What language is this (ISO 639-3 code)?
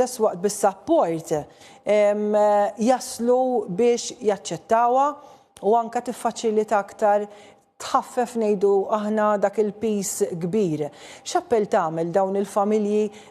mlt